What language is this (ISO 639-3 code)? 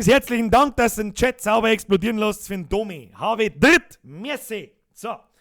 bar